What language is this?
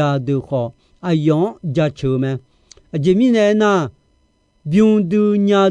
Akha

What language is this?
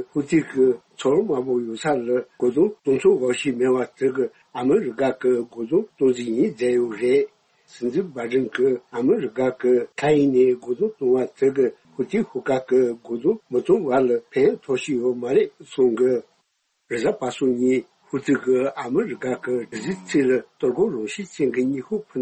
Tibetan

